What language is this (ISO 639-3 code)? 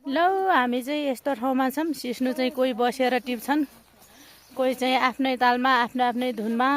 nep